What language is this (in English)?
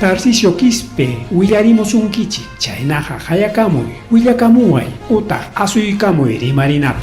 Ayacucho Quechua